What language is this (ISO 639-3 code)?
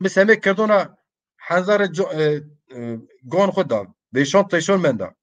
zza